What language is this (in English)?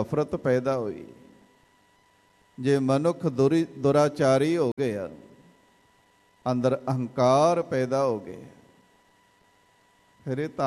Punjabi